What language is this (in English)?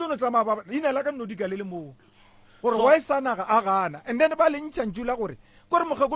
Northern Sotho